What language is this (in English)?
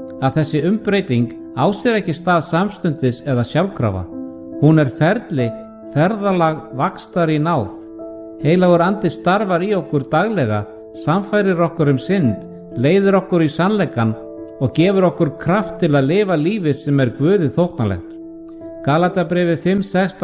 Icelandic